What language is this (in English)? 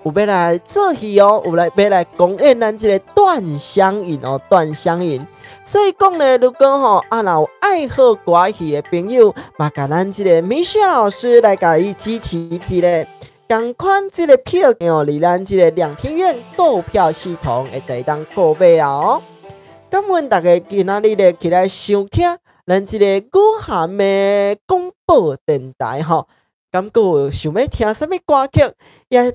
Min Nan Chinese